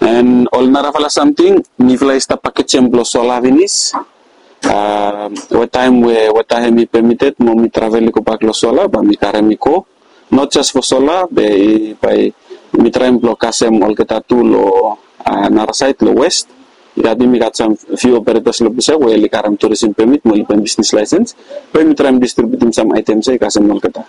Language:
Bislama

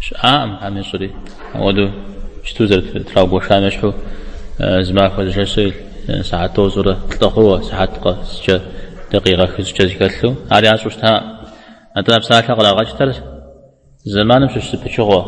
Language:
Kabardian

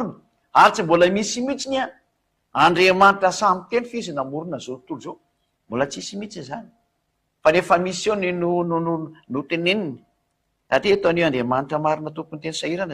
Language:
Malagasy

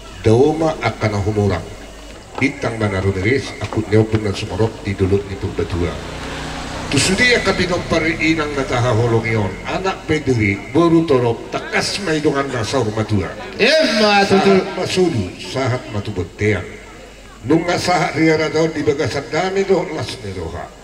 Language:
Batak Toba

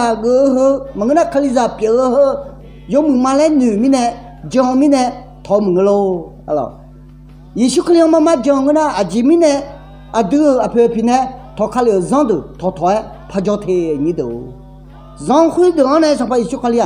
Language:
Akha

